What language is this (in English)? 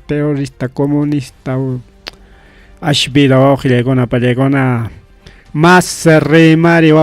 Ayacucho Quechua